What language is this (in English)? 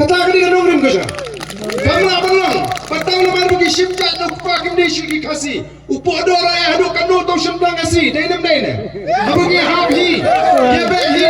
Khasi